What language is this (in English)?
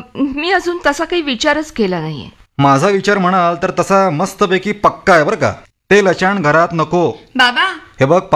Marathi